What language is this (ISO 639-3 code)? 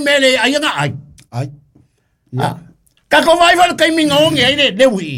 smo